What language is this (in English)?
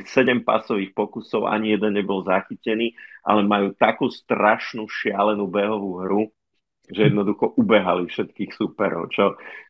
Slovak